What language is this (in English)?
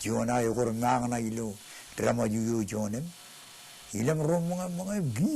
Marshallese